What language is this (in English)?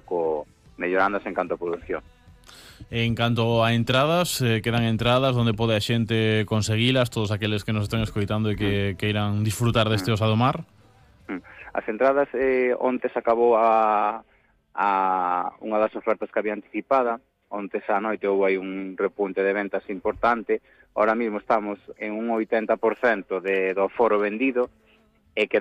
Galician